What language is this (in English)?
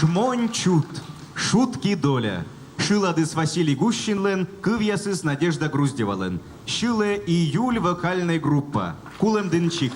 Komi